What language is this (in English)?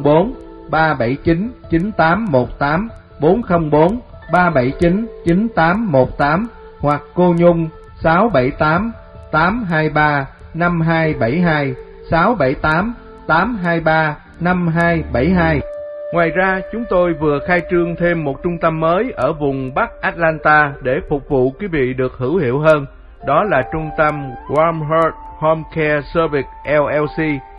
Vietnamese